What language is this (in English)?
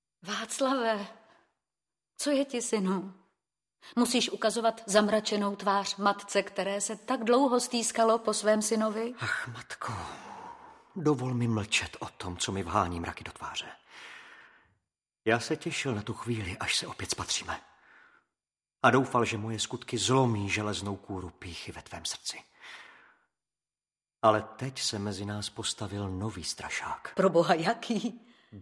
Czech